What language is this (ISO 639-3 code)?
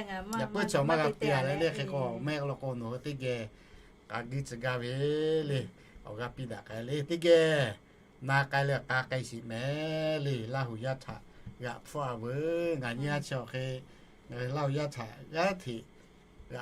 lhu